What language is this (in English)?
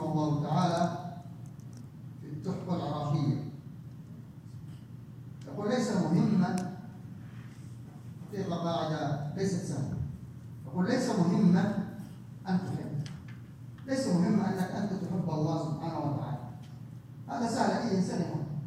Arabic